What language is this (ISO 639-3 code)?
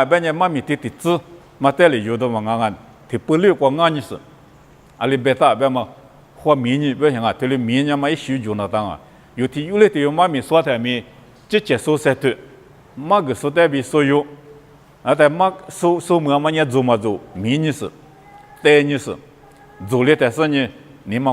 lis